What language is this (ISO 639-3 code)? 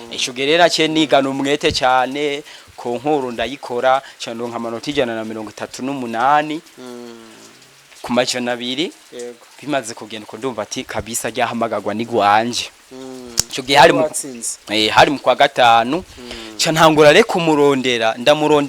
run